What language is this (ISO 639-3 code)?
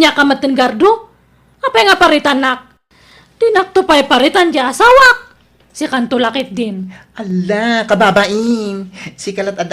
ilo